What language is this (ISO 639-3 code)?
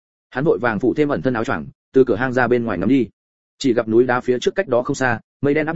vie